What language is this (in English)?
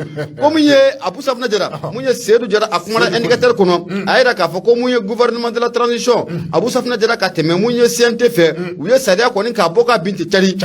Bambara